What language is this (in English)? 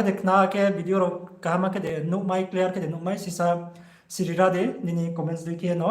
Riang (India)